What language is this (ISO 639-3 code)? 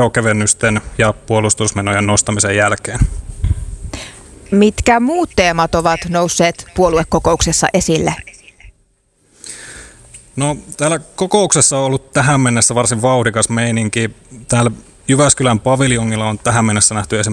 fin